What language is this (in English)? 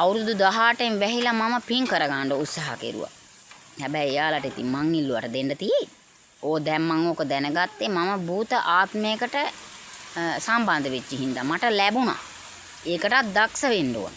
Sinhala